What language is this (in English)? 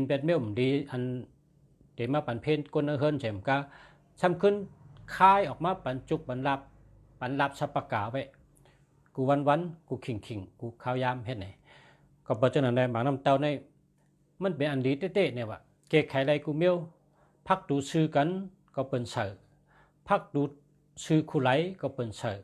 Shan